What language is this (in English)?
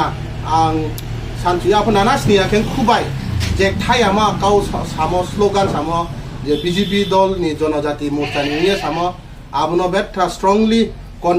Kok Borok